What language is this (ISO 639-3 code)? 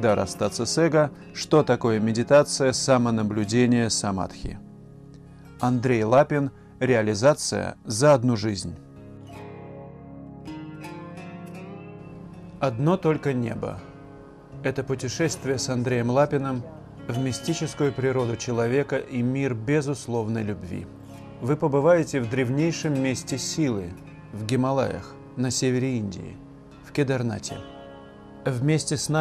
rus